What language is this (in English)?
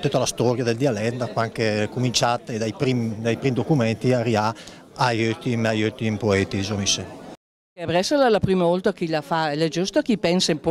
Lombard